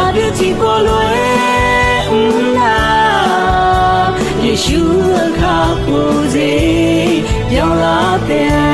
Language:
Akha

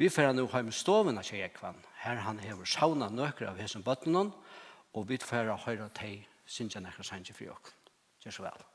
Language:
Faroese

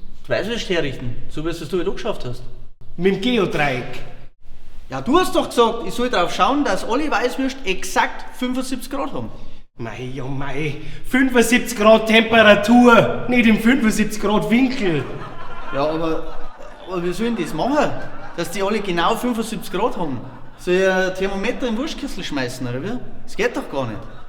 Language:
Bavarian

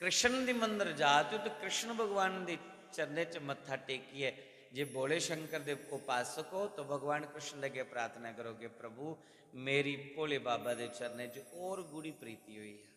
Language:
Dogri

